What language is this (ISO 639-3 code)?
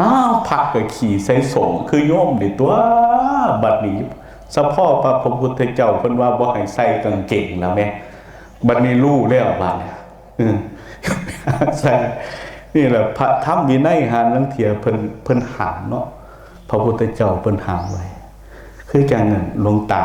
lao